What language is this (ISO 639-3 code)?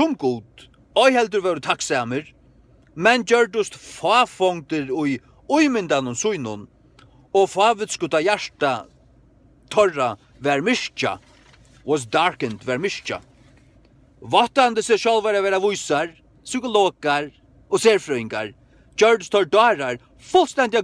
fao